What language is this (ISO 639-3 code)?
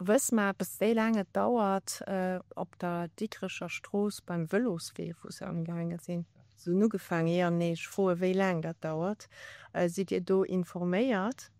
ltz